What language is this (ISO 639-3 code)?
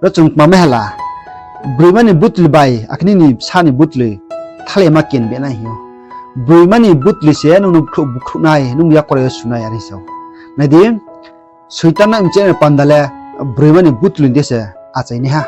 ria